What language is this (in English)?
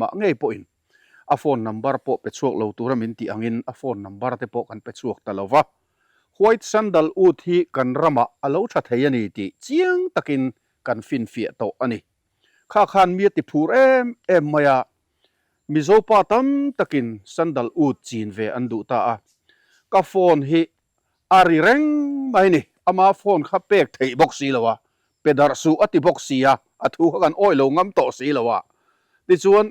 Mizo